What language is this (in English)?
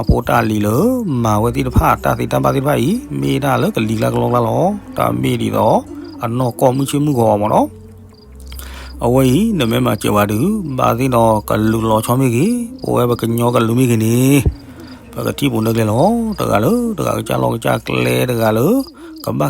S'gaw Karen